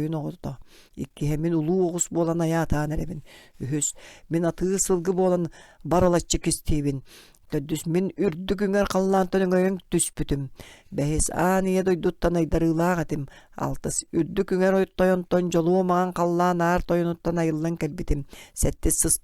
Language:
Yakut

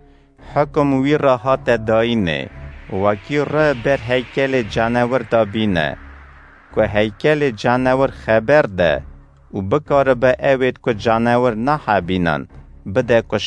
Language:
Kurdish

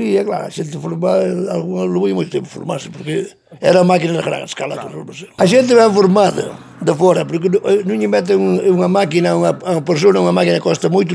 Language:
Galician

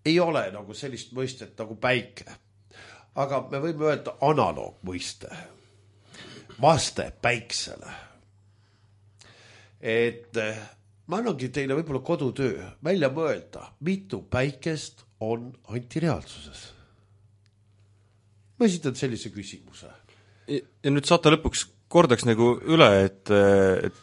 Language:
Estonian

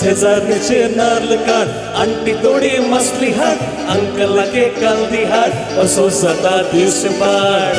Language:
Konkani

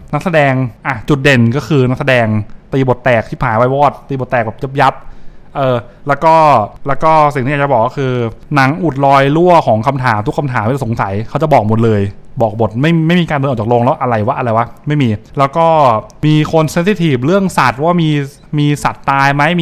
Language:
Thai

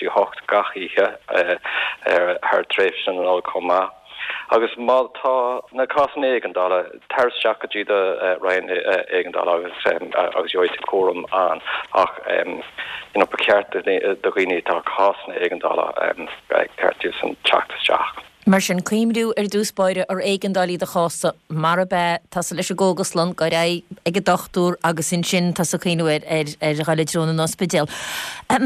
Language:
Irish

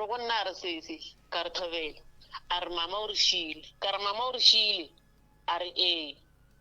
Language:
Northern Sotho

